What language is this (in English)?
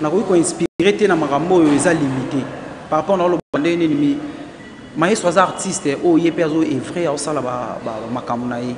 Lingala